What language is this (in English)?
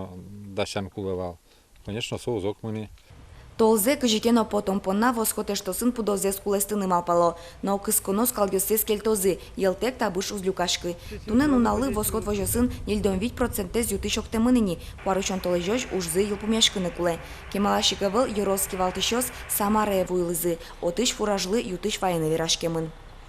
Udmurt